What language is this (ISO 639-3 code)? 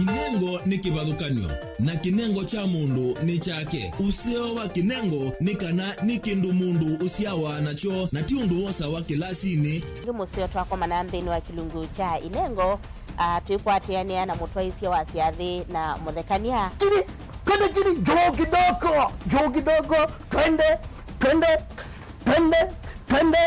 kam